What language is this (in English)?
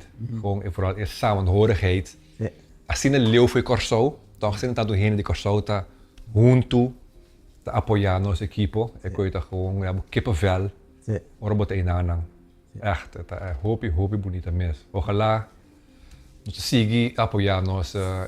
Papiamento